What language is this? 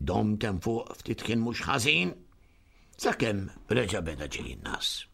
Maltese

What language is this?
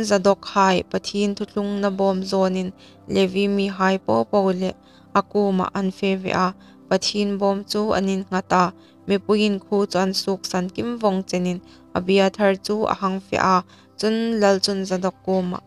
Hmar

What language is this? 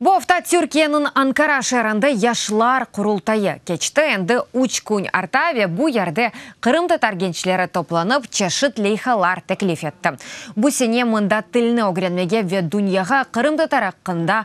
Crimean Tatar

